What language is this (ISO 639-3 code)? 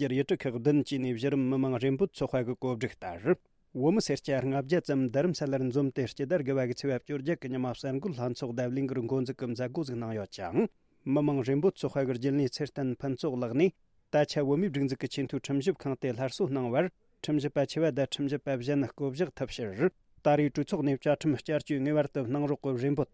bod